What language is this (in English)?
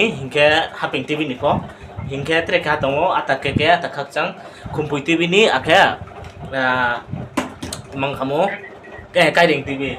Riang (India)